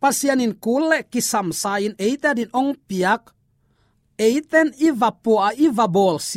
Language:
Tedim Chin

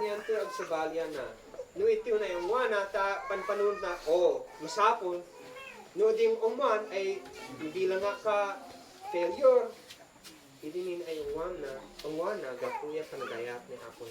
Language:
Isnag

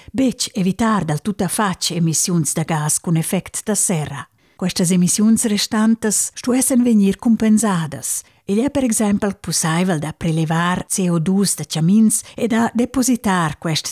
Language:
Romansh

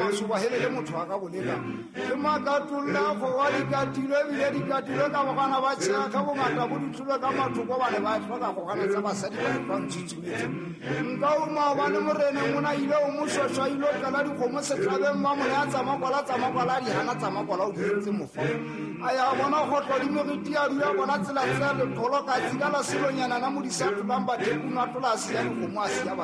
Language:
Southern Sotho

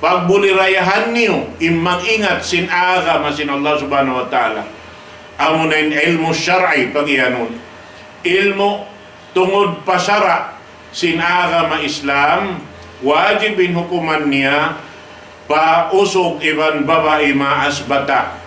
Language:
Tausug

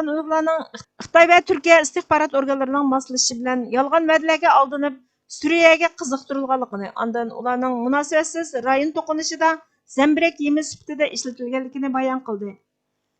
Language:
Uyghur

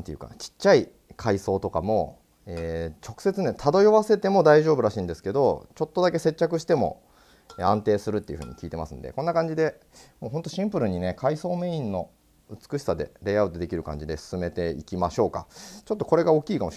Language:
Japanese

